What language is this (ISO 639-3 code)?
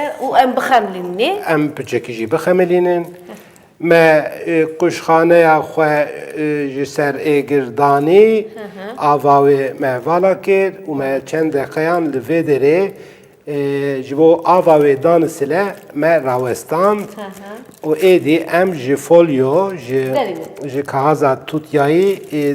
kur